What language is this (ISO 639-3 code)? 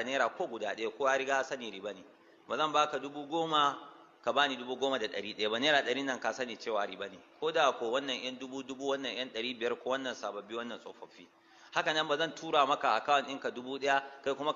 hau